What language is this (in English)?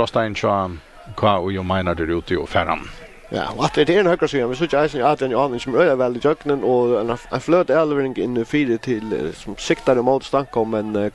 Faroese